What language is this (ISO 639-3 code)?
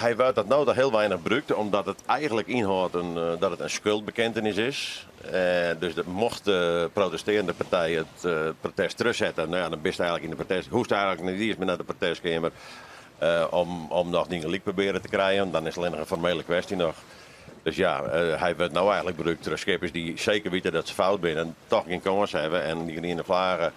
fry